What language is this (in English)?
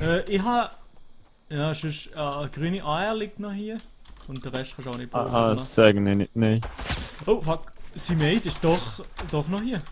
Swiss German